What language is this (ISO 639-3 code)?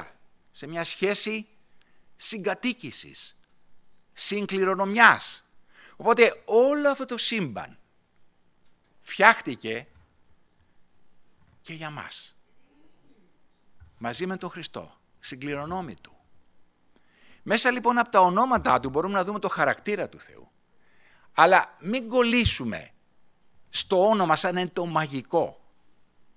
ell